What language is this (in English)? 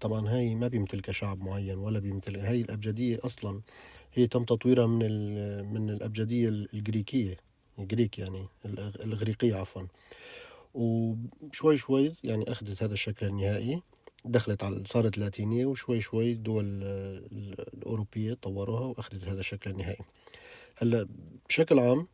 North Levantine Arabic